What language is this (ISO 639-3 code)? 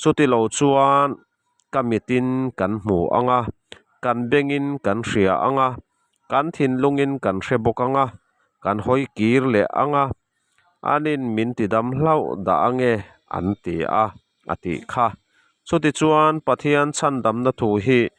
lus